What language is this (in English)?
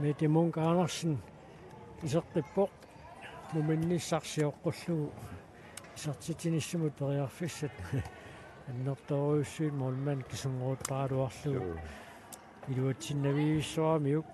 Kalaallisut